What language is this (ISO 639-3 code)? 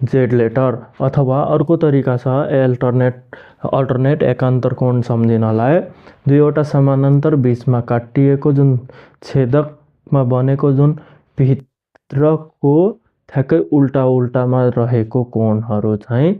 nep